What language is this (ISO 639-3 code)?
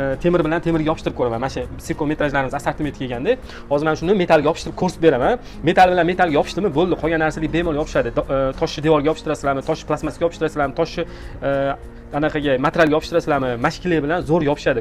uzb